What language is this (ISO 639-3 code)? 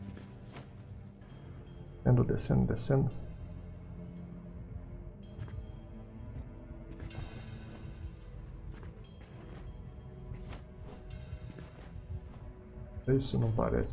por